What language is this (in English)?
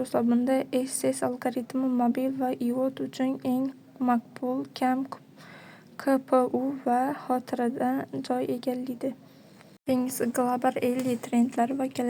Uzbek